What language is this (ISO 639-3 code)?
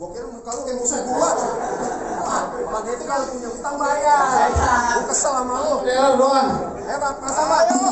bew